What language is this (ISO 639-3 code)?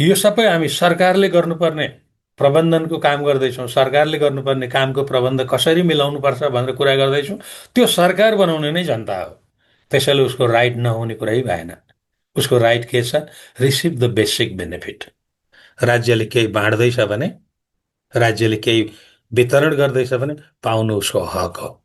nep